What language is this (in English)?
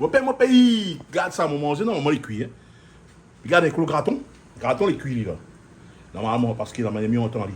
Réunion Creole French